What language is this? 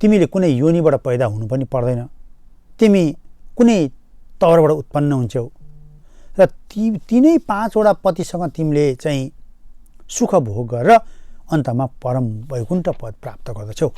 Nepali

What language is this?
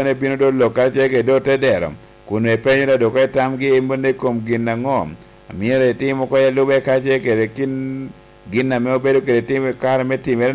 Lango (Uganda)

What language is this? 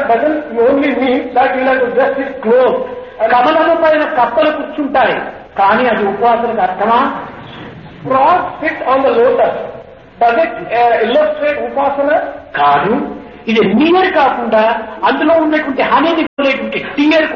Telugu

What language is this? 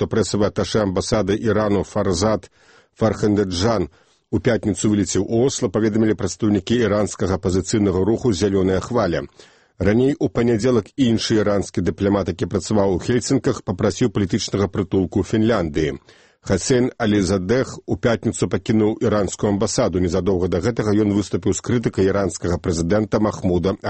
Belarusian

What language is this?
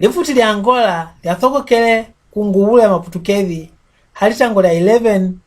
Mbunda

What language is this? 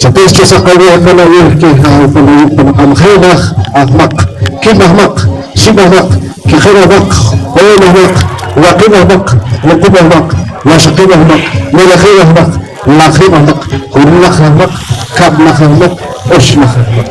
Poqomchi'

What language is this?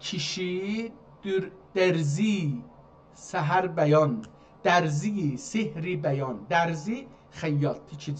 South Azerbaijani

